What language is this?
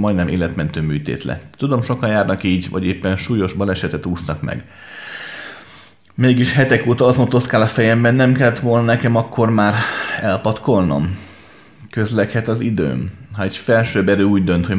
Hungarian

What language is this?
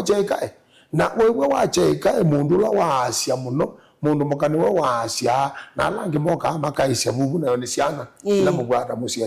Kamba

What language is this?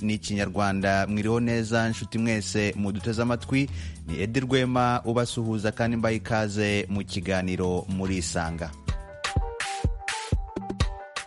Kinyarwanda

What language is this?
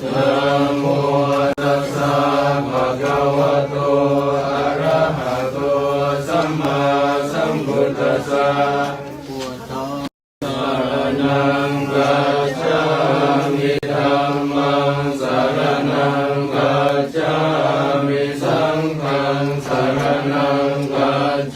Pali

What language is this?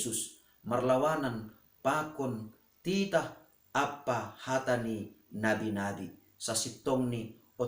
Batak Simalungun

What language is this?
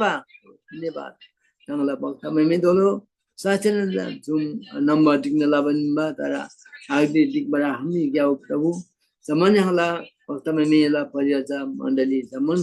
Eastern Tamang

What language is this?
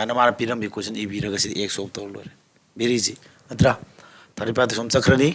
Manipuri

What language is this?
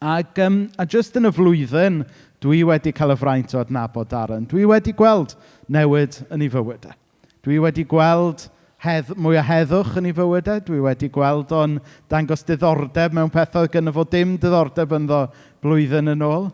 Welsh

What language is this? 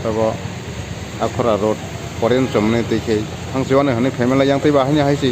Kok Borok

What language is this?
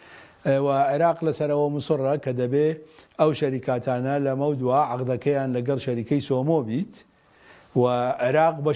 Central Kurdish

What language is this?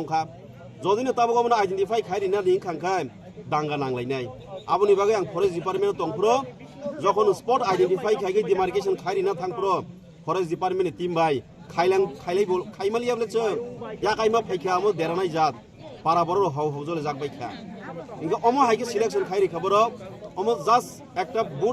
Kok Borok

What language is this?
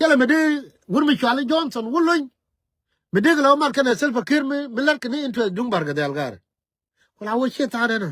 Nuer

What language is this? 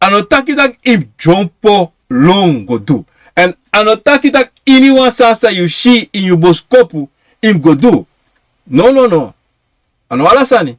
Sranan Tongo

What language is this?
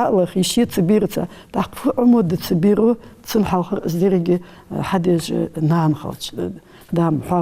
Ingush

